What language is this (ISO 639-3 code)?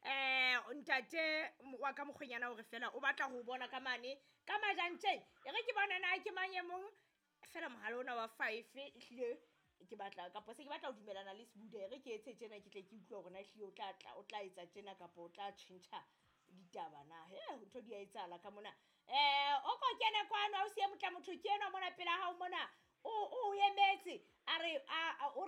sot